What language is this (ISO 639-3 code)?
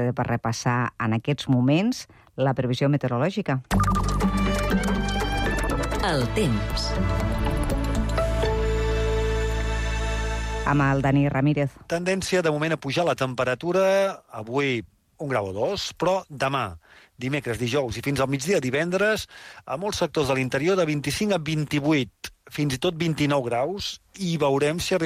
cat